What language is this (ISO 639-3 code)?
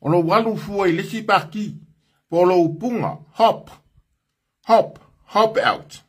smo